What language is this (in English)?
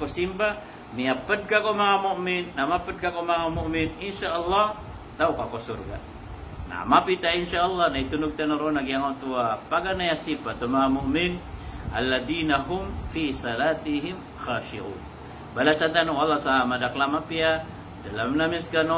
Maranao